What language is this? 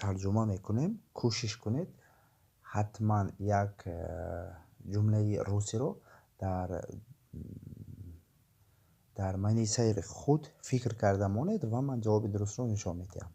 Tajik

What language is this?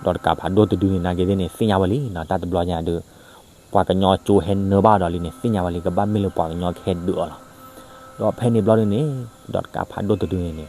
S'gaw Karen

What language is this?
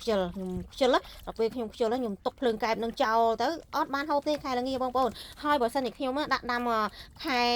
Khmer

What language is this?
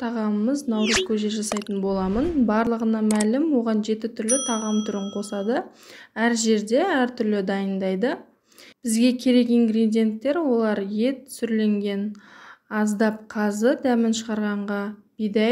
Kazakh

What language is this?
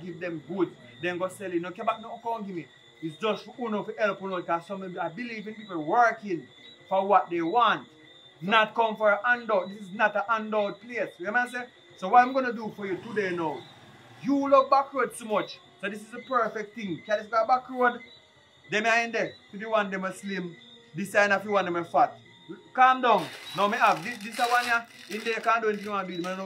Jamaican Creole English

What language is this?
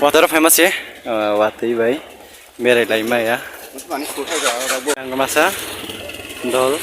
Kok Borok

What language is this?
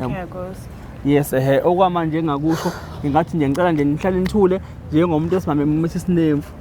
Zulu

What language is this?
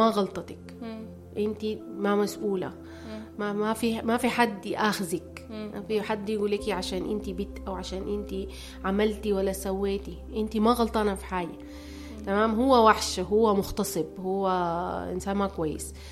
Sudanese Arabic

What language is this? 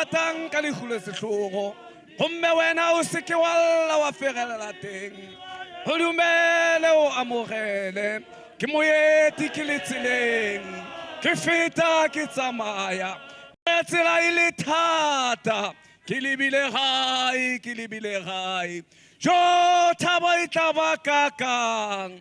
Tswana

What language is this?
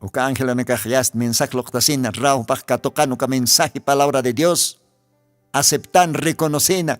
Aymara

